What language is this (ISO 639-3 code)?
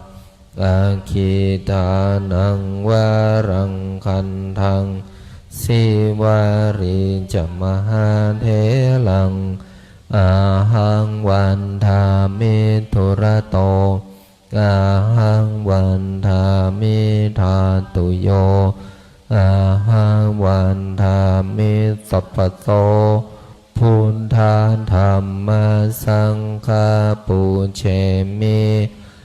pli